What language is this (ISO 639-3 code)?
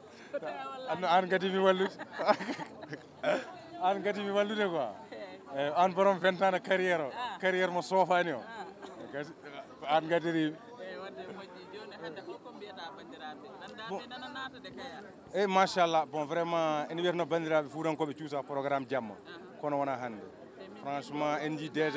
ful